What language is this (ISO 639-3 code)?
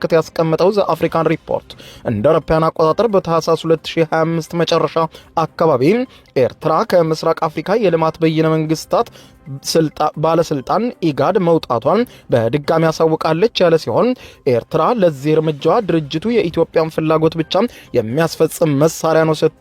amh